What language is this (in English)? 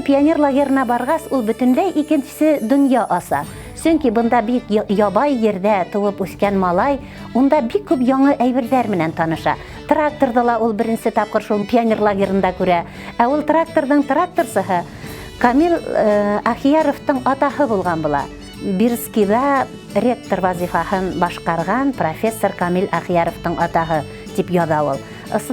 Bashkir